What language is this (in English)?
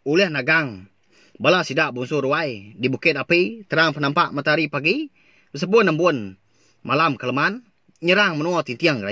Iban